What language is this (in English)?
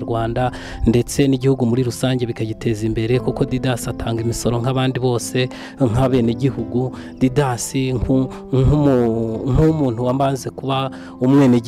Kinyarwanda